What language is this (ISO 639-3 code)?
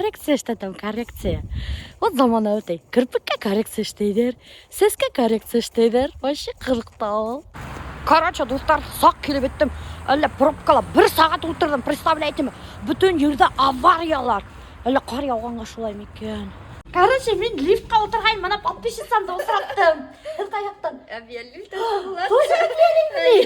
bak